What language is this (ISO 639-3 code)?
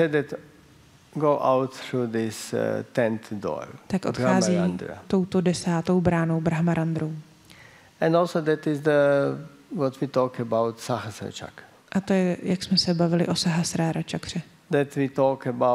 ces